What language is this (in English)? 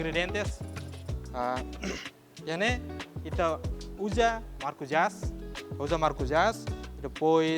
Tetum